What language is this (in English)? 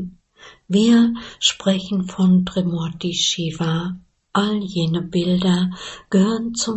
German